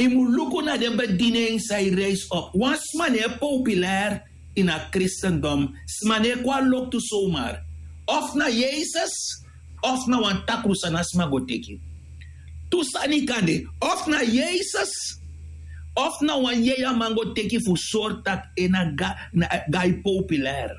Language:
Sranan Tongo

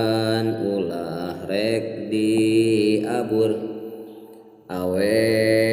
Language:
Sundanese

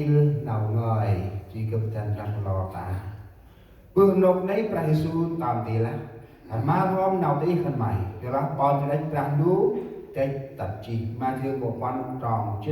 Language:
Central Mnong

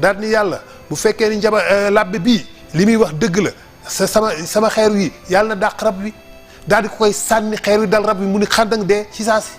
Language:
Wolof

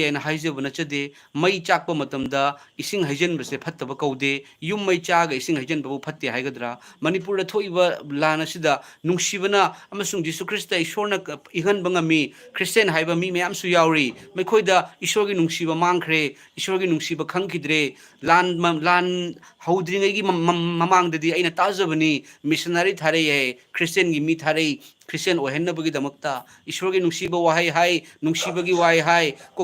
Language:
Manipuri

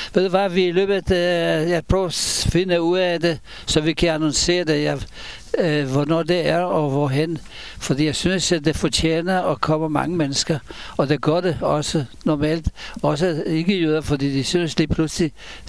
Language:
Danish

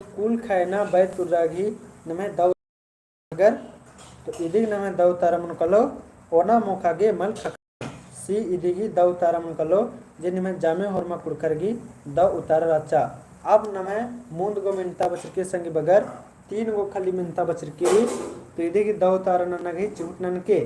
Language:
Kurukh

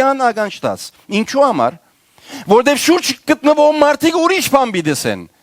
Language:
Western Armenian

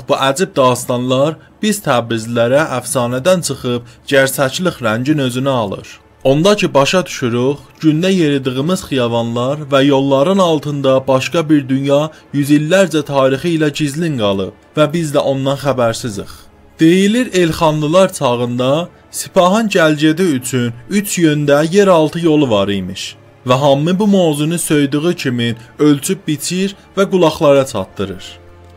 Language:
South Azerbaijani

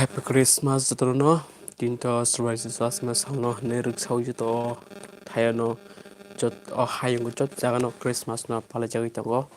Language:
Kok Borok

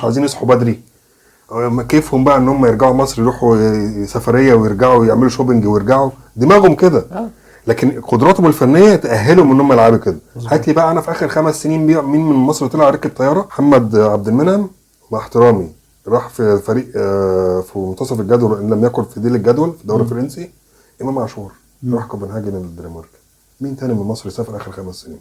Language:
Egyptian Arabic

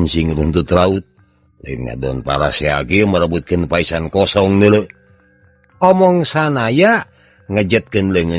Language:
Sundanese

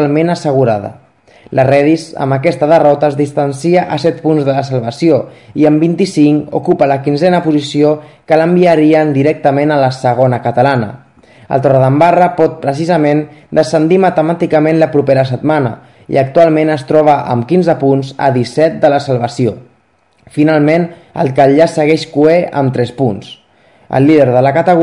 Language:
Catalan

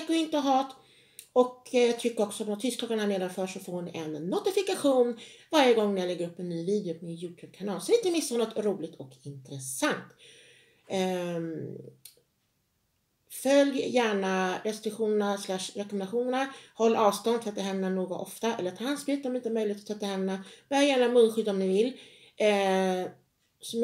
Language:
Swedish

